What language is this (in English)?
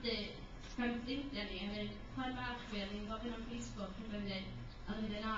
Welsh